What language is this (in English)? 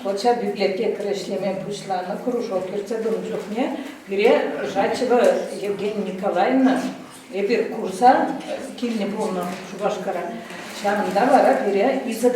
Chuvash